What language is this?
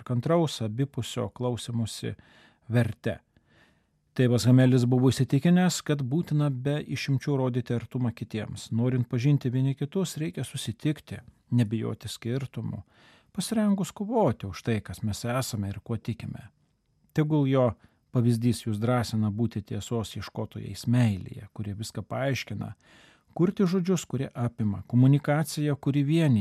Lithuanian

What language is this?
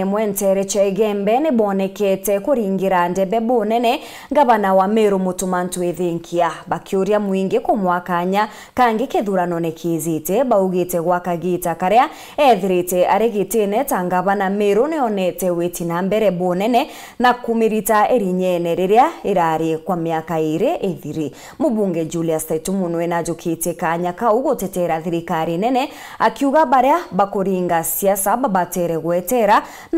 Meru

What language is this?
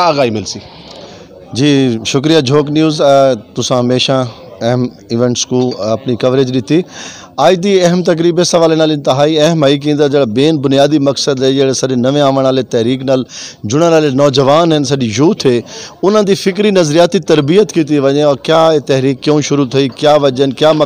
Saraiki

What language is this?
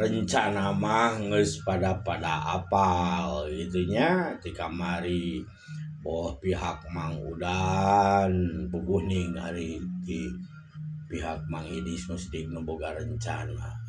Sundanese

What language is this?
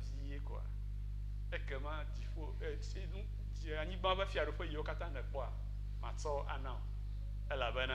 Ewe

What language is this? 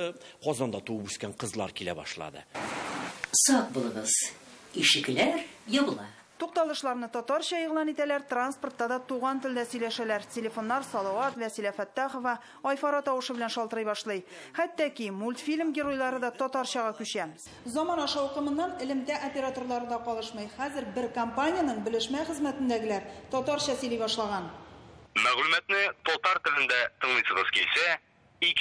Tatar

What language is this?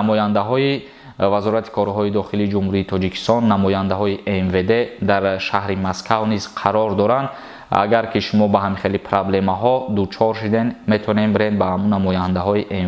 Tajik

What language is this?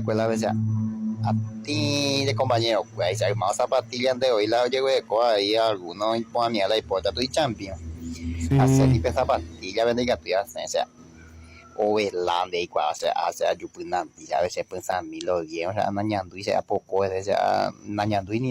Guarani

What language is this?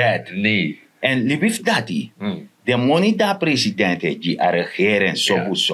Sranan Tongo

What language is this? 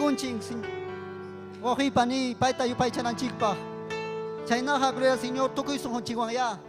Ayacucho Quechua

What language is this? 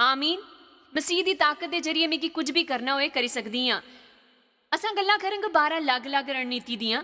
Dogri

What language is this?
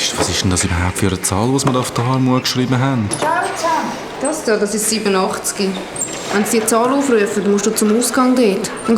Swiss German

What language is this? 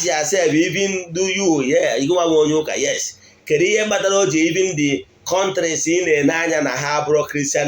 Igbo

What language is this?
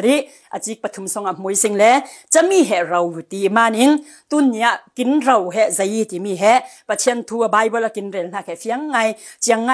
Falam Chin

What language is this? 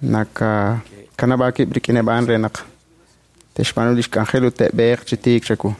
Kekchí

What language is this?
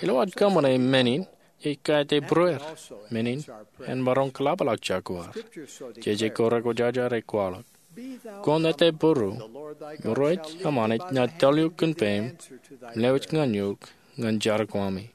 Marshallese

